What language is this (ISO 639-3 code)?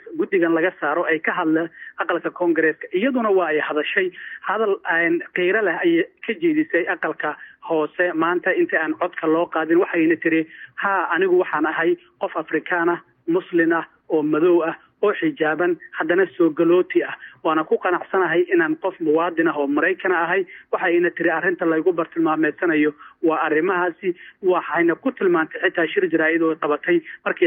som